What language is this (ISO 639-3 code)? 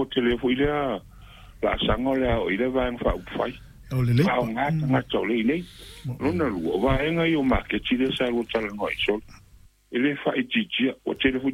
smo